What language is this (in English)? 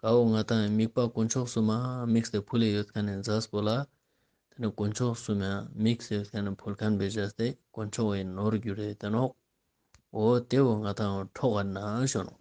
Ladakhi